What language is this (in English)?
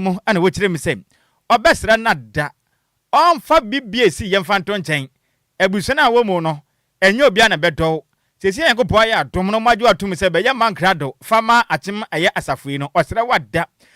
Akan